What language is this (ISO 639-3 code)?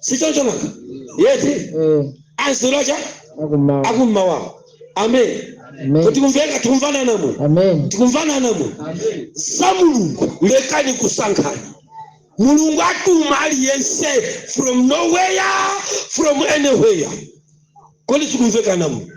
nya